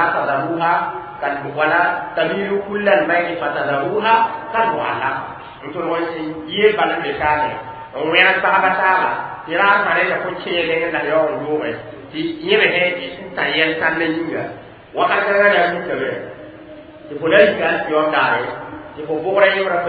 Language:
Mossi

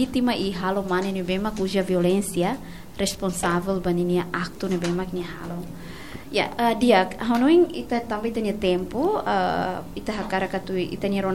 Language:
Tetum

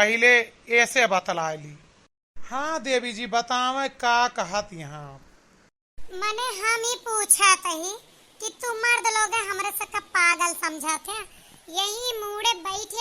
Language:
Awadhi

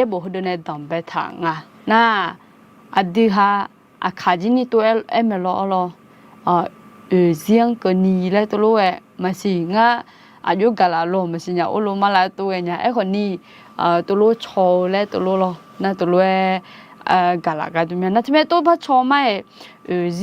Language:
Akha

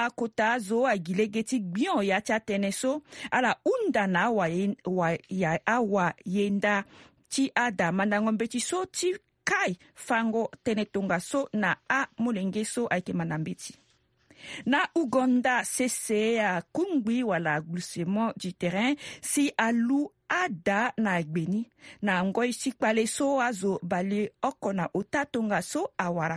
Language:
Sango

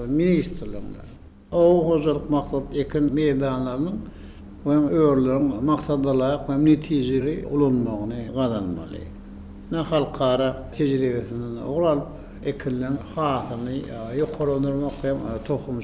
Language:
Turkmen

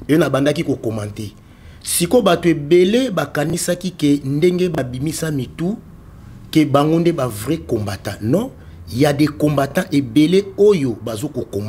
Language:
Lingala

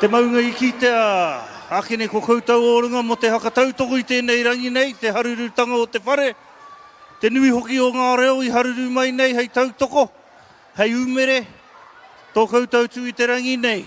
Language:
Māori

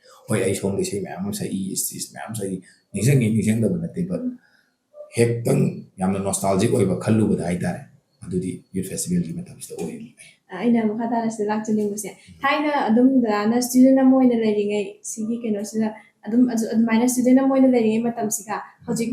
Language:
Manipuri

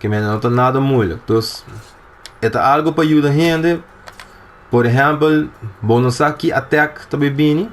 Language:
Papiamento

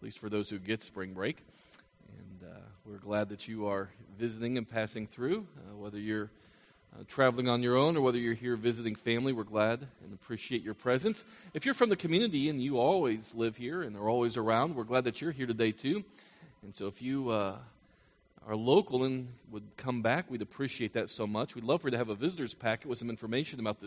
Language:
English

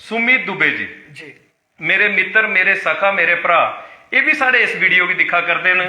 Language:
Dogri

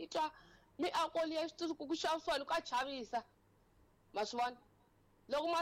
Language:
Tsonga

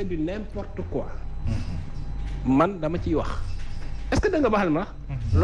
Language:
Wolof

